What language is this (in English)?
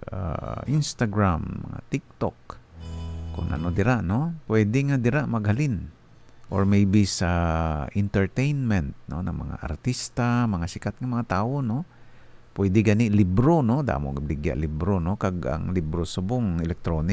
Hiligaynon